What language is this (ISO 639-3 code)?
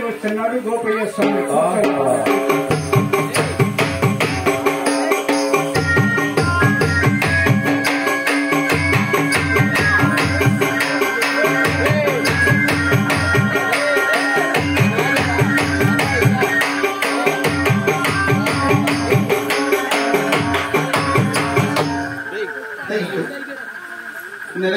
tel